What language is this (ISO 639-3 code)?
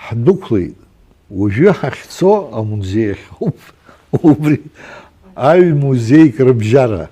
abk